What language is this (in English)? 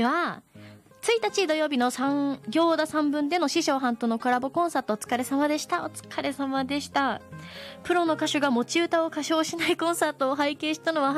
Japanese